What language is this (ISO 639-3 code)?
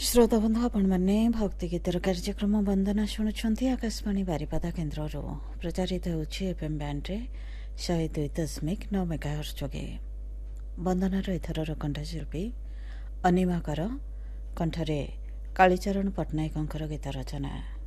ori